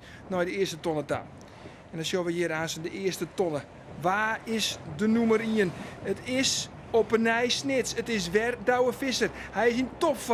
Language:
Western Frisian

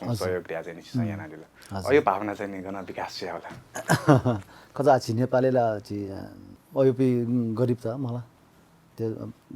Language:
Newari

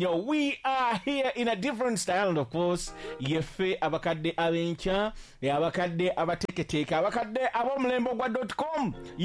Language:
Ganda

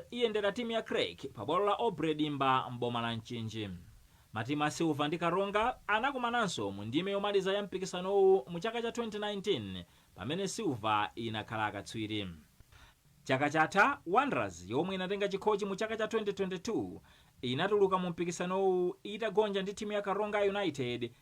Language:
Nyanja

